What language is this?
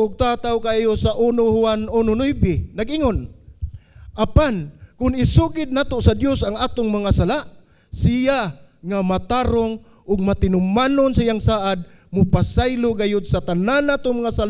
Cebuano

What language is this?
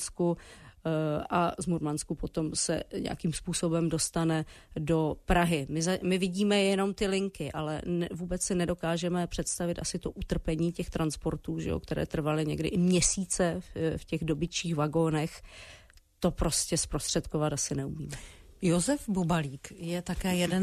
Czech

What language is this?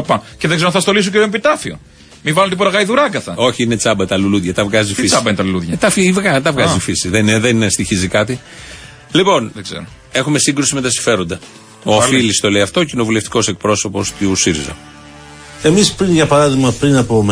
Greek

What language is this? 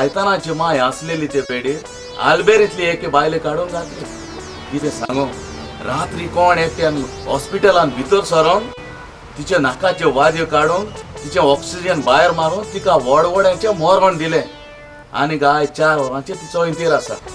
Konkani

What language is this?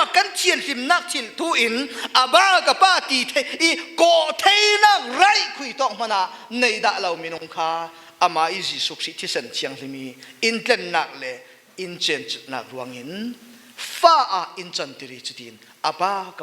Falam Chin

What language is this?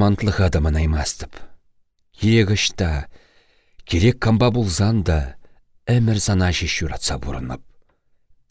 Chuvash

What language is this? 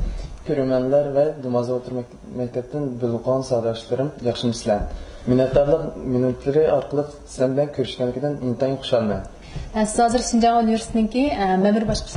Uyghur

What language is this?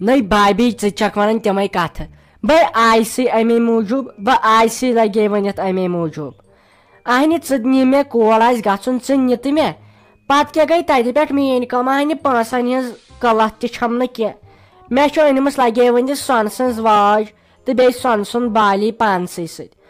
Kashmiri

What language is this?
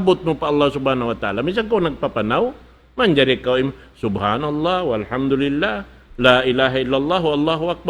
Tausug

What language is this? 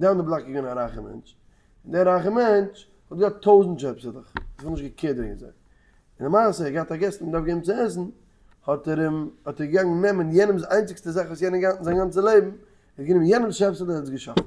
Yiddish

